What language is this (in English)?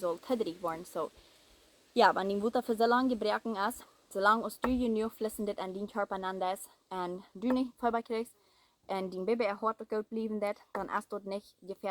Plautdietsch